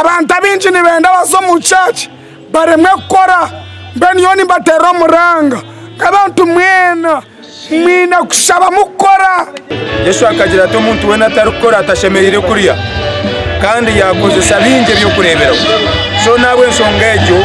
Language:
Nyankole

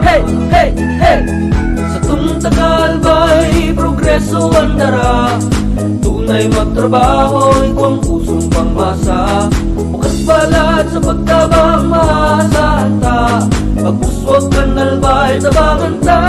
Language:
Bikol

